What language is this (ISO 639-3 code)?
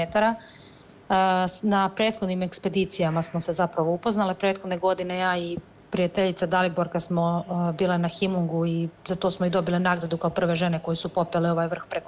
srp